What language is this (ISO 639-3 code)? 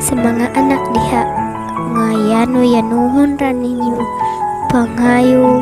ceb